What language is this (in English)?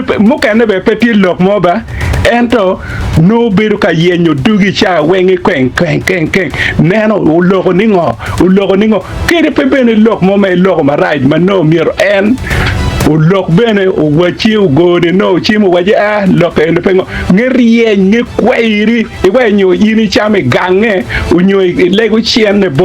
Acoli